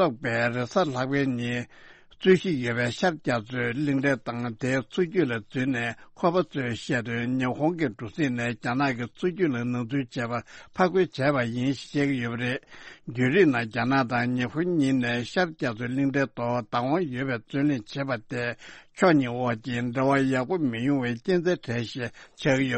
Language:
Tibetan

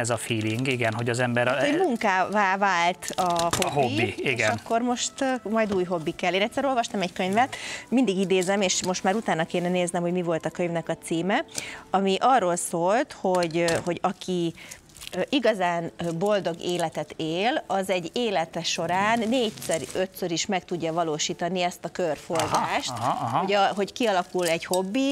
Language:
Hungarian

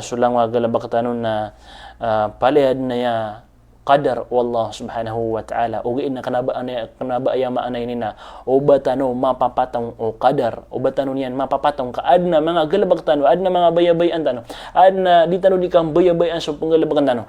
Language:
Maranao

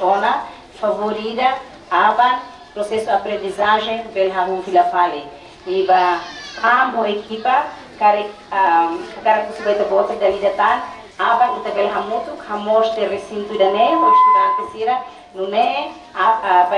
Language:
Tetum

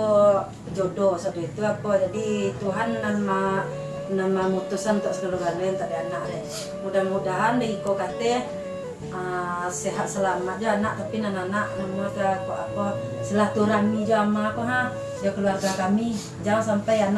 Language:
Minangkabau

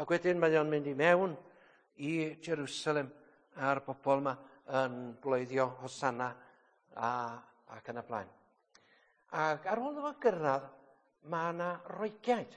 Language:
Welsh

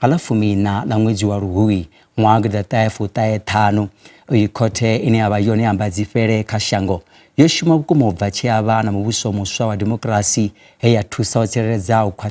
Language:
Venda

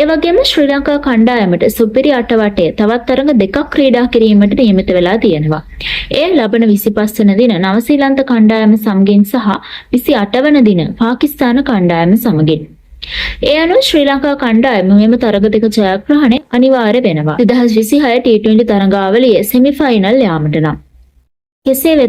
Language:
Sinhala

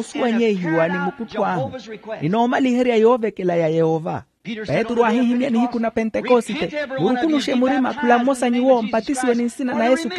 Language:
Makhuwa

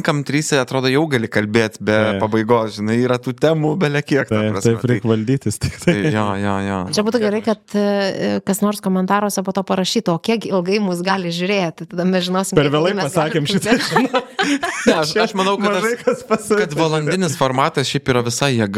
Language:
Lithuanian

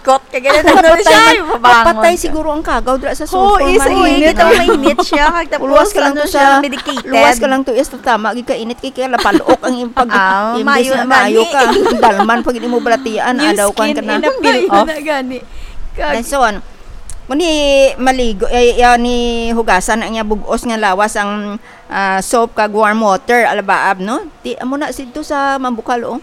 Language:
Hiligaynon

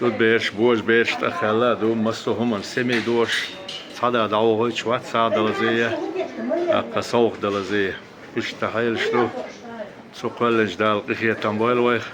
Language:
Chechen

